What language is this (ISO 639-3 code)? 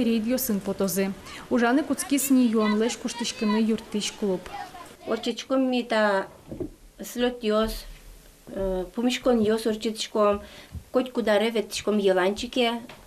udm